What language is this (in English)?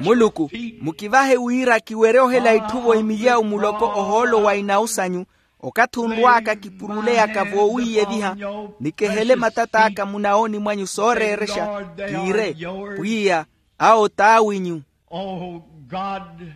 Makhuwa